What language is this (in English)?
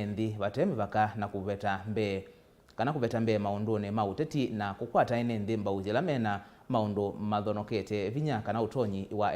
Kamba